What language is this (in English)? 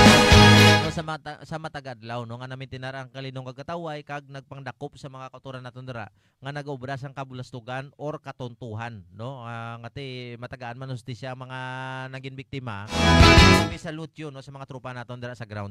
Hiligaynon